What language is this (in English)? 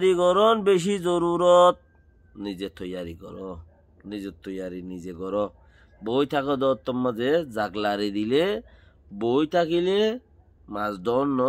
Rohingya